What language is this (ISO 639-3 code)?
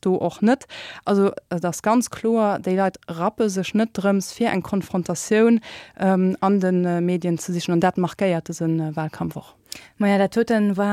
ltz